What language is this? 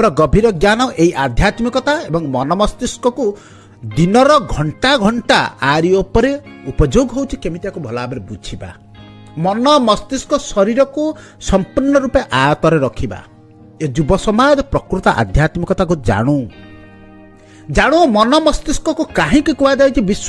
Odia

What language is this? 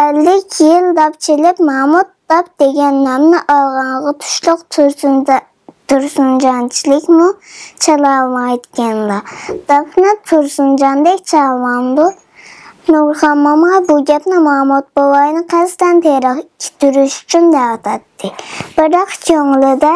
Uyghur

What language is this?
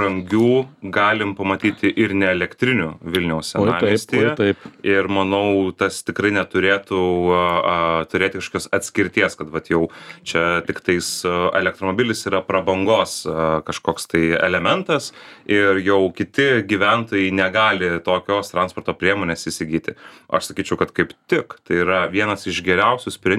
Lithuanian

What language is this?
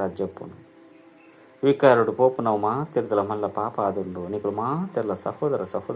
Tulu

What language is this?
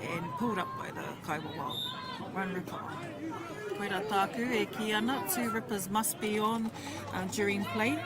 Māori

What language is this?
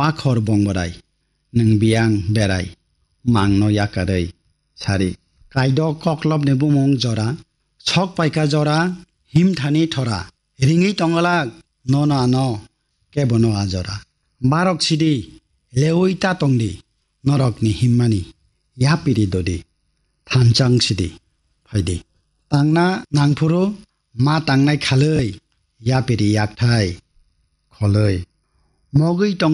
Kok Borok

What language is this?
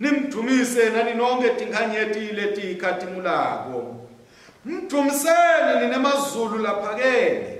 Swati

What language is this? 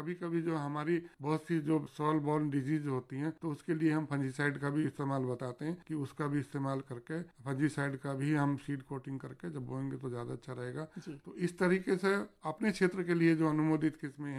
Hindi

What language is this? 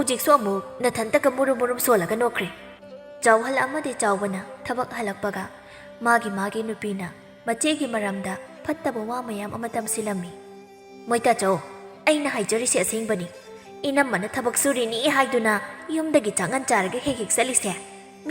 Manipuri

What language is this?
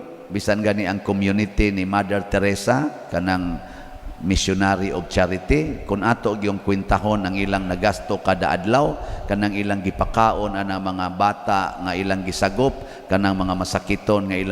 Cebuano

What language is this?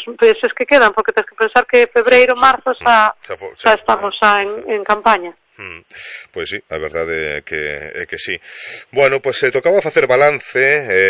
Galician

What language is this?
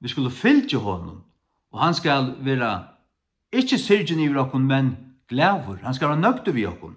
Faroese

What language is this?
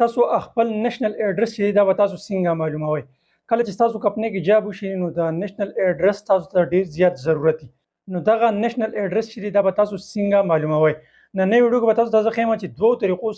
Pashto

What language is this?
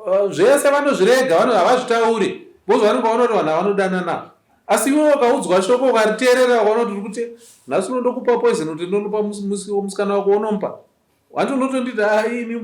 Shona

